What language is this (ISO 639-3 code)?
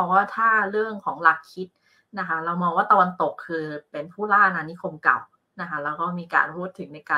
tha